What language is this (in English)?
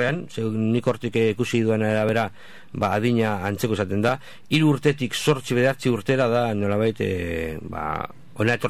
Basque